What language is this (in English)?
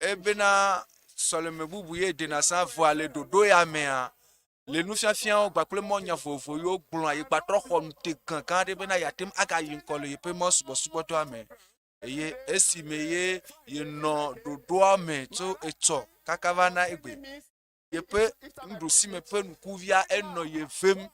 Ewe